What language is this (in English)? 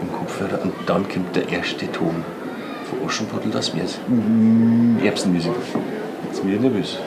Bavarian